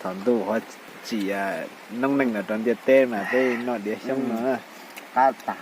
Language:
Hmong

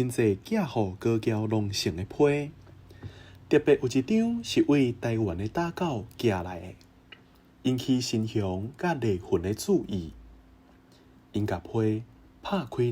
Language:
Min Nan Chinese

